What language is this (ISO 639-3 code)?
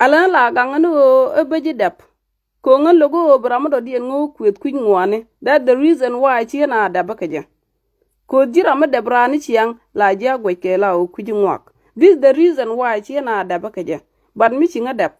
nus